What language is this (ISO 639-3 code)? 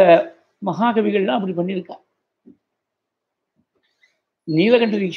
tam